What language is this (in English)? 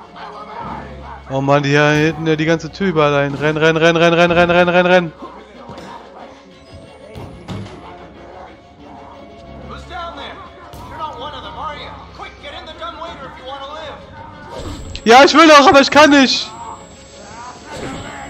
German